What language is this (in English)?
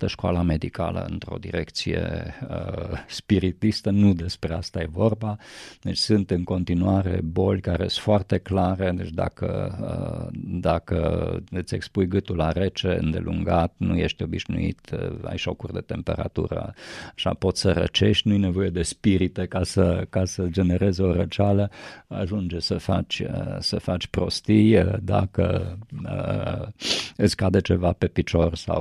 Romanian